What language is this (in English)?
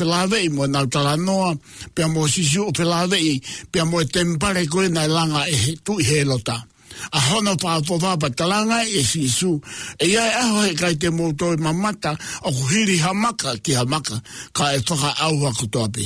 Tongan